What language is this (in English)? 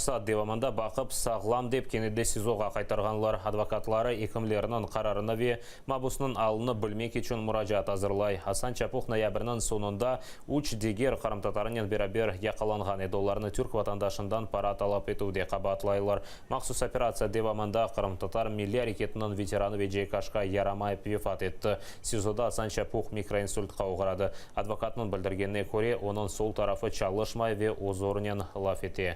Crimean Tatar